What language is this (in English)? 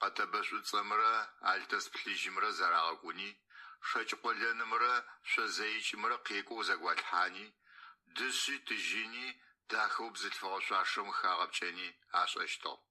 Adyghe